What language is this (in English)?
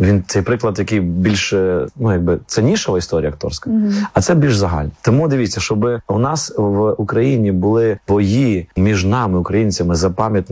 Ukrainian